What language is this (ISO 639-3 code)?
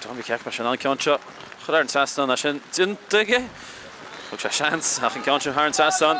gle